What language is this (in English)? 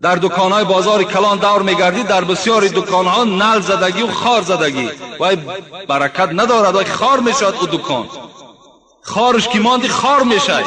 Tajik